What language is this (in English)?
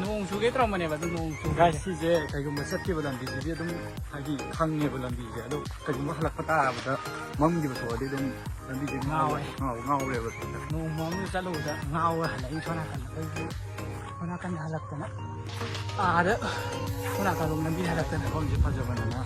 Manipuri